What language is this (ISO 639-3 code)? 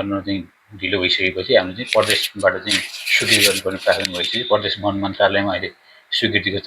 nep